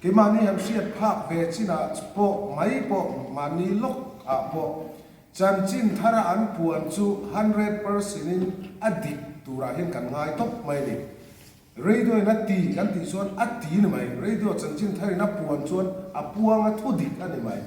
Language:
Mizo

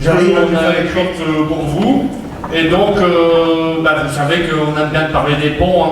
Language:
Picard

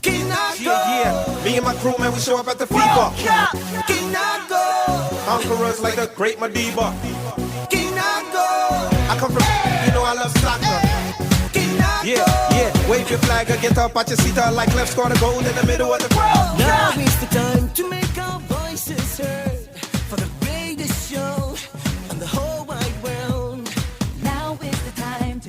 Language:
Pohnpeian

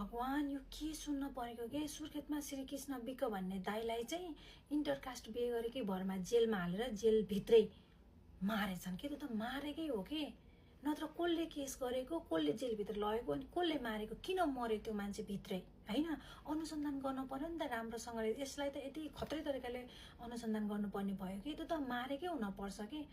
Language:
Nepali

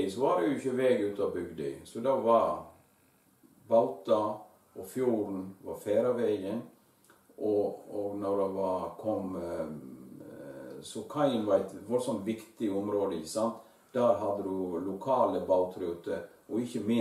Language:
Norwegian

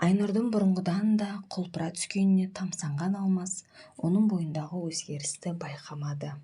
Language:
Kazakh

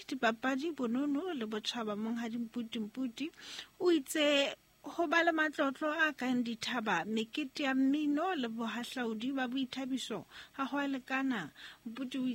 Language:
Southern Sotho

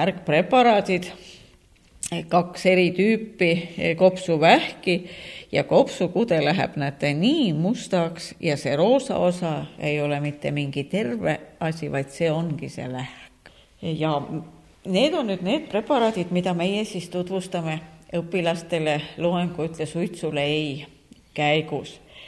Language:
Estonian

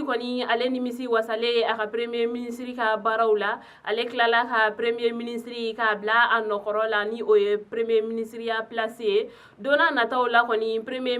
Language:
Bambara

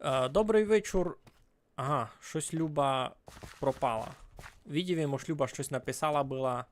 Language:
Rusyn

